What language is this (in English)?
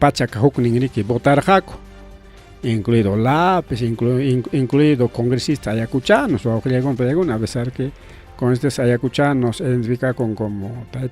Ayacucho Quechua